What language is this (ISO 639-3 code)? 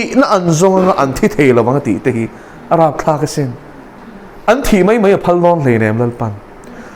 lus